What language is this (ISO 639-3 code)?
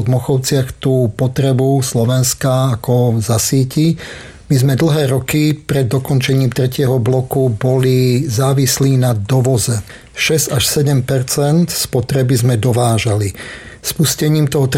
slk